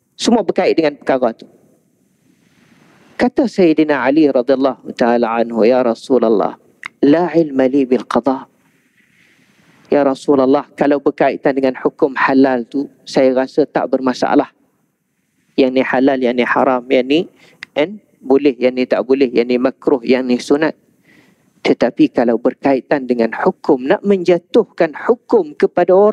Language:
Malay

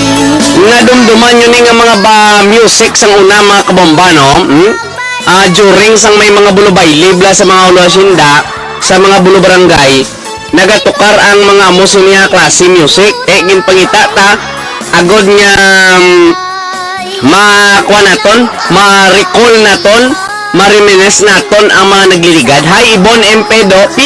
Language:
Hiligaynon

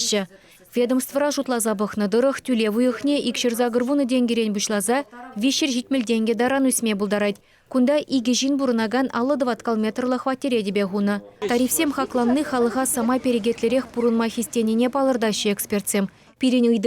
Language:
Chuvash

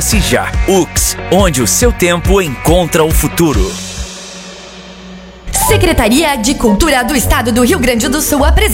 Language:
Portuguese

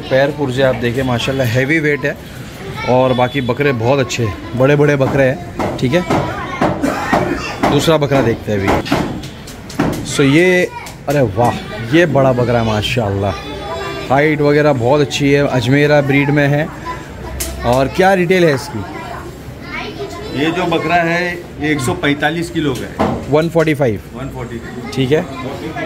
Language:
Hindi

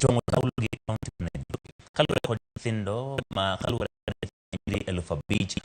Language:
Luo (Kenya and Tanzania)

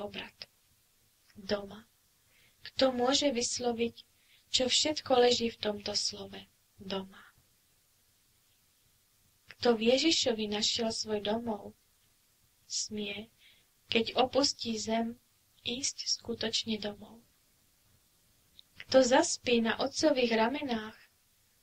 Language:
Slovak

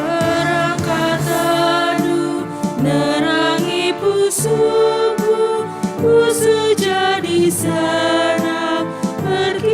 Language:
Batak Karo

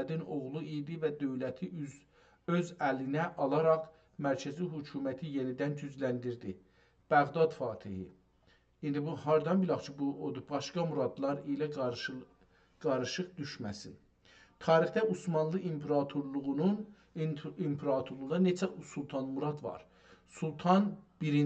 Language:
South Azerbaijani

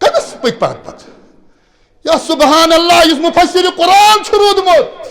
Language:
Kashmiri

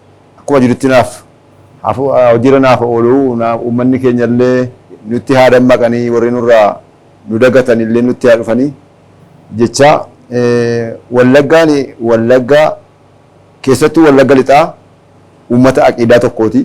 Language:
Oromo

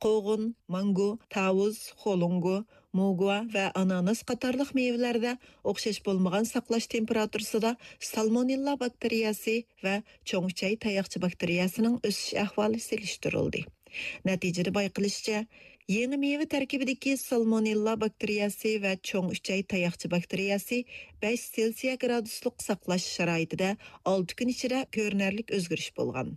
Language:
Uyghur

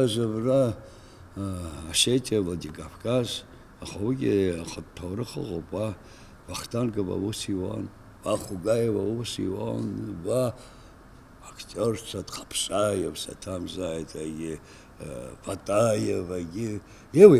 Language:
Abkhazian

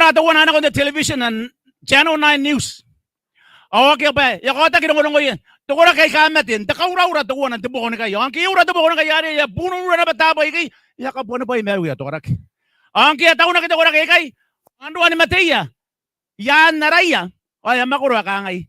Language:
Gilbertese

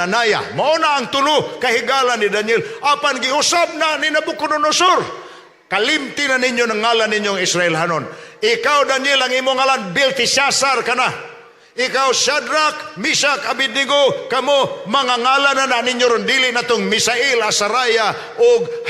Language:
Cebuano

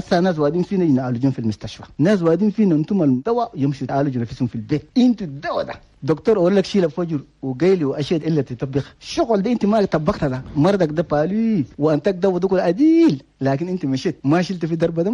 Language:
Chadian Arabic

